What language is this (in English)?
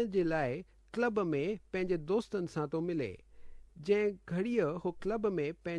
Sindhi